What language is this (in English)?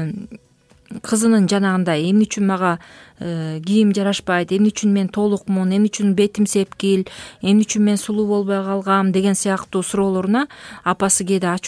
Kyrgyz